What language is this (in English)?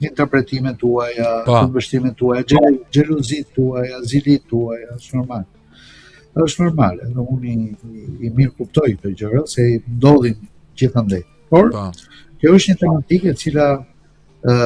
Albanian